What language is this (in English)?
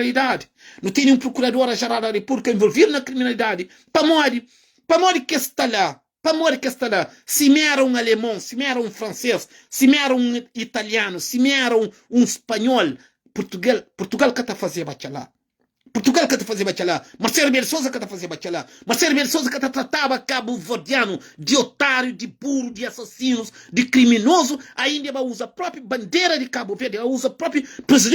Kabuverdianu